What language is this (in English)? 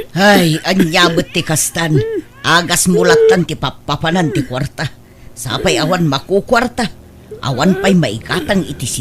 Iloko